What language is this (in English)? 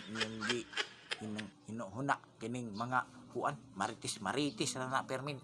Cebuano